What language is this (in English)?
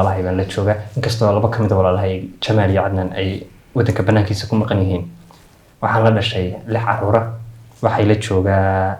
Somali